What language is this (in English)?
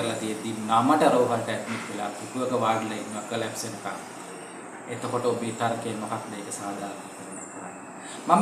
Sinhala